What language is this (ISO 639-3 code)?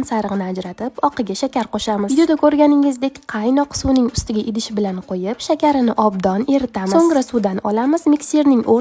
uzb